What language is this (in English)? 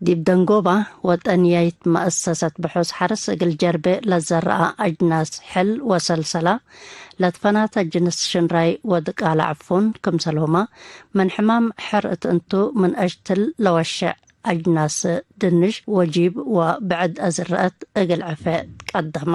Tigre